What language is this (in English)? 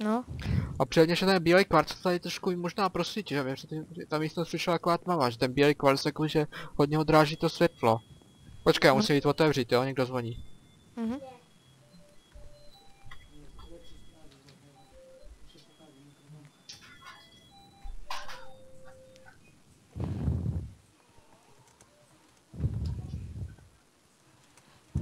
Czech